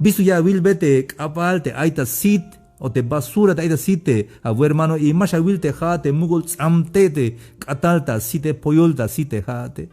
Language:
Tzeltal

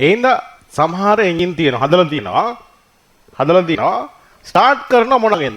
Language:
Sinhala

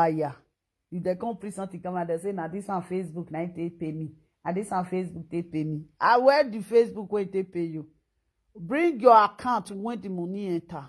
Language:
Nigerian Pidgin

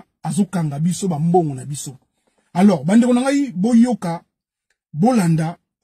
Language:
Lingala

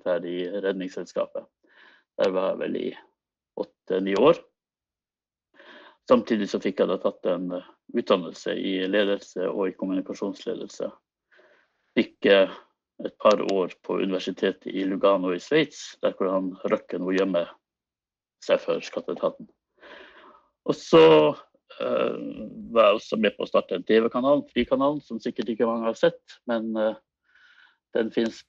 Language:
Norwegian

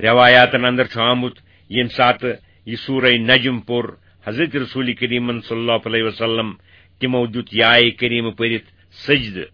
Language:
Kashmiri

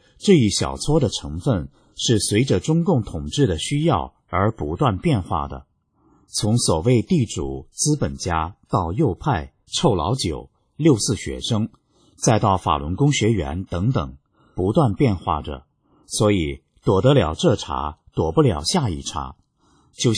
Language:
Chinese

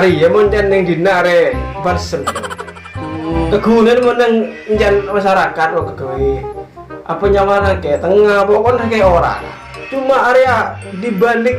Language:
Madurese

